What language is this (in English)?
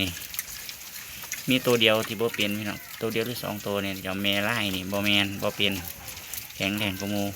Northeastern Thai